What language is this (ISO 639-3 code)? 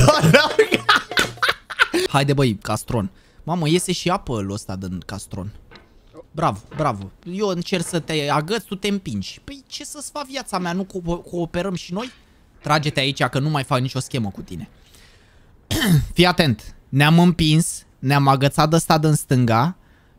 ron